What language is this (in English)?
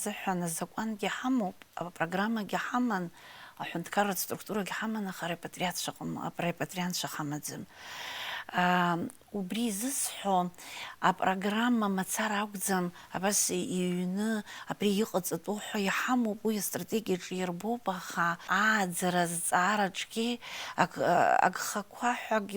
Abkhazian